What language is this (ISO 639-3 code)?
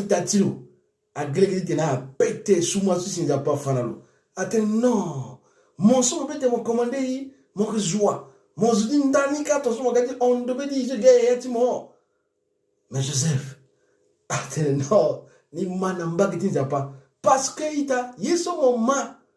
sag